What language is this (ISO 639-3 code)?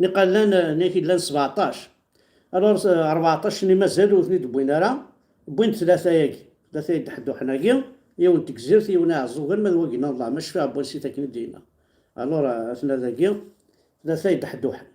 kab